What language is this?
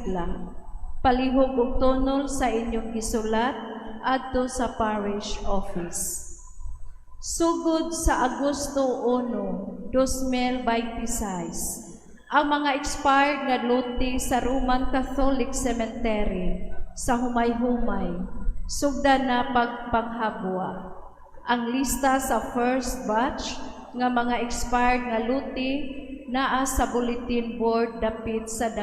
Cebuano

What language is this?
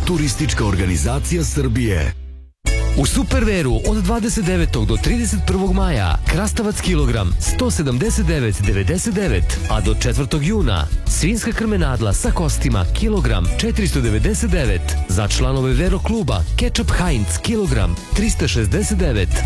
Serbian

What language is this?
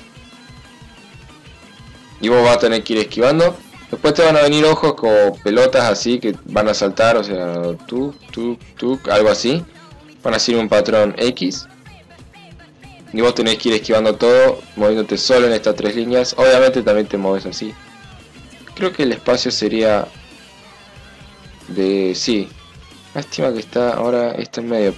Spanish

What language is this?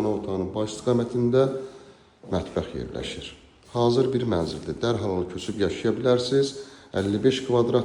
Azerbaijani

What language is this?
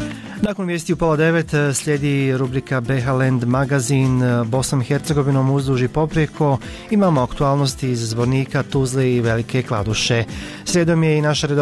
Bosnian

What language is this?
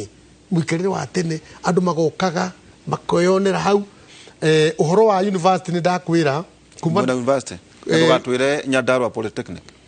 Kikuyu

